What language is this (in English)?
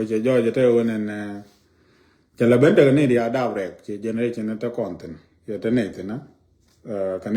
Nuer